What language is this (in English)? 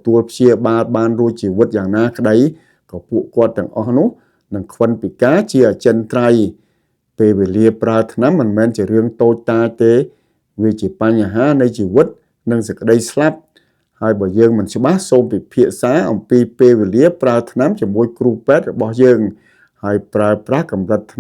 Khmer